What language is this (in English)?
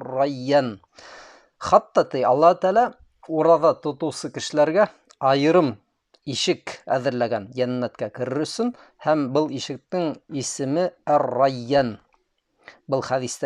Bashkir